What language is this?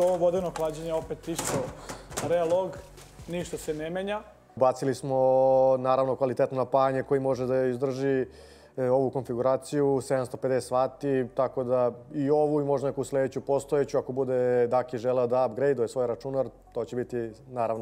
Serbian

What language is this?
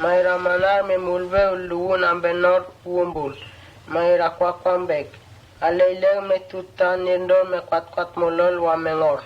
Mota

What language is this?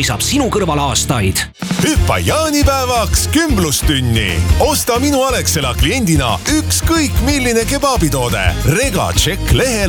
Estonian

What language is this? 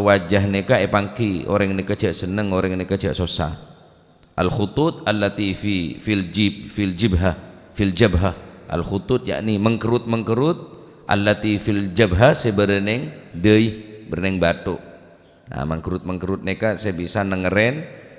Madurese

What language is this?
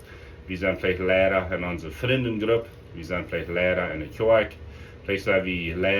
Plautdietsch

